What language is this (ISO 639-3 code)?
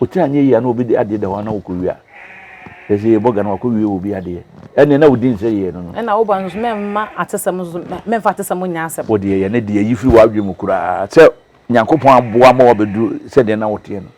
aka